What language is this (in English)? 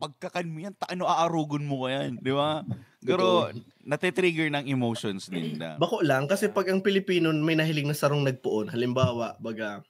Bikol